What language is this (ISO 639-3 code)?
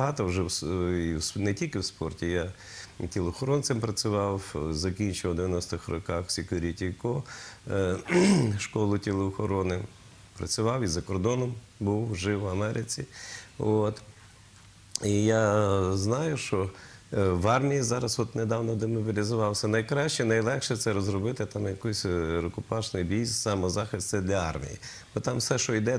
ukr